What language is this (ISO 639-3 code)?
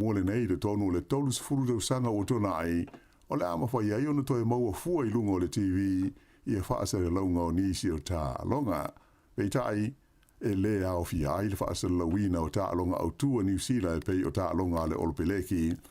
smo